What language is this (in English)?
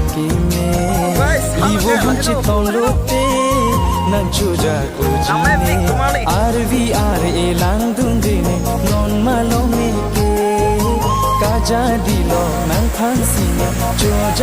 Karbi